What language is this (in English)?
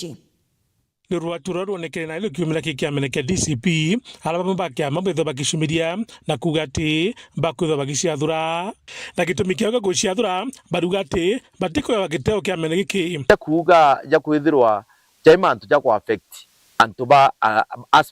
Meru